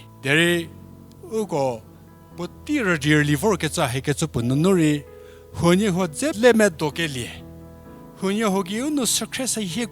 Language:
Angami Naga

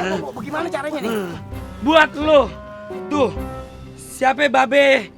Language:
Betawi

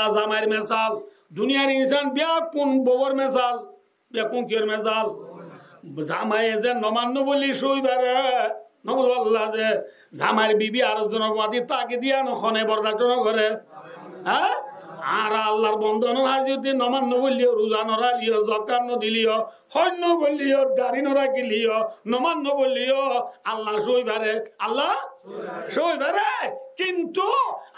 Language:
Rohingya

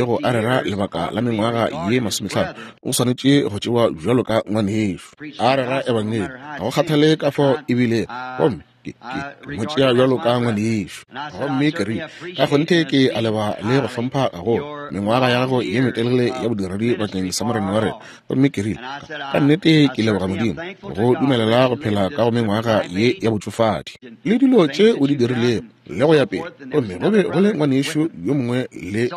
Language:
Northern Sotho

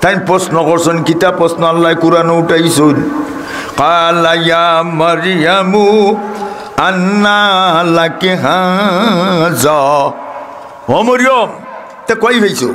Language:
Sylheti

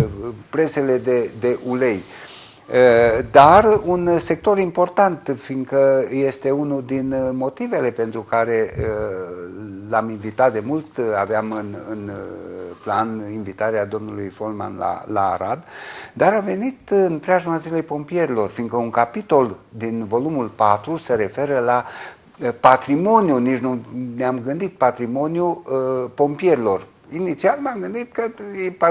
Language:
Romanian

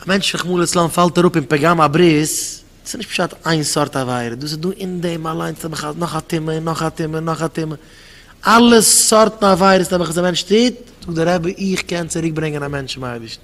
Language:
Yiddish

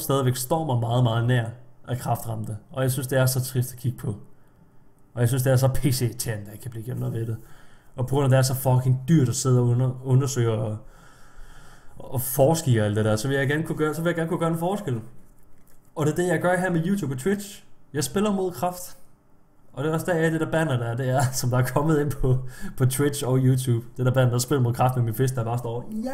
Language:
Danish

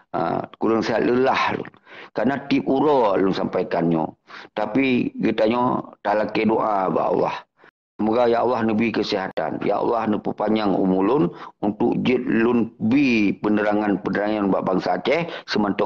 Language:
Achinese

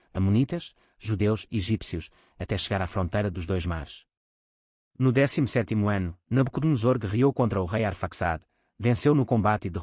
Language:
Portuguese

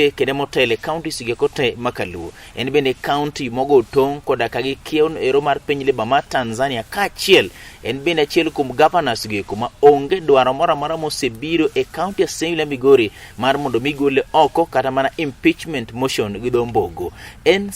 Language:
Luo (Kenya and Tanzania)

